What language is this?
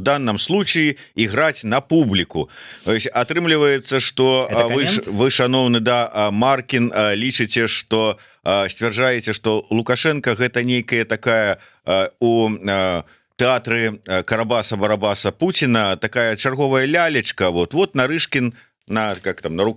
Belarusian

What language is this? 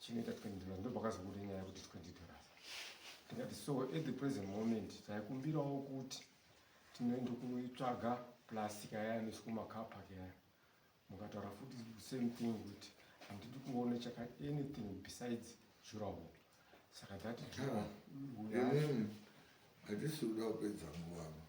Shona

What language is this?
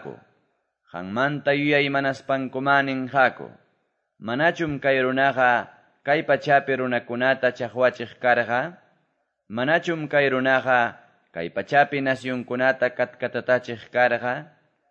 Quechua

